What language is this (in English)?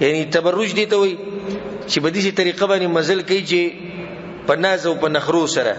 Pashto